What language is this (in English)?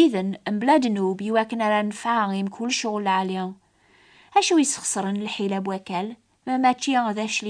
Kabyle